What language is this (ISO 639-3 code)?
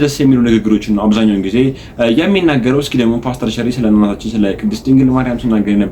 amh